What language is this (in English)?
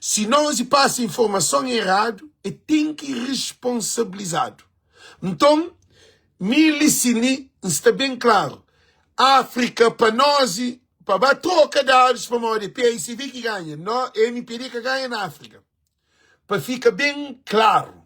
Kabuverdianu